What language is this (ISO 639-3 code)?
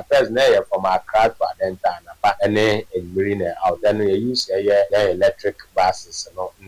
aka